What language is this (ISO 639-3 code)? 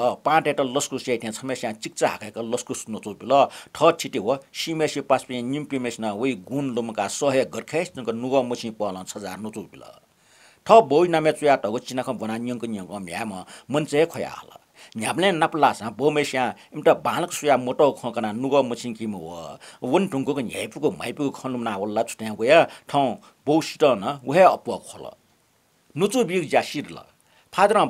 new